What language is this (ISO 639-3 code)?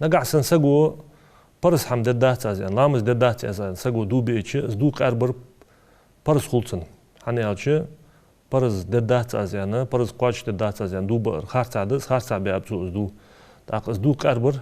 inh